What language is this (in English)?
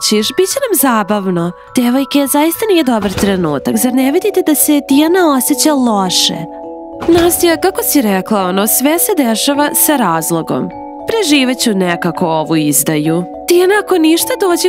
Serbian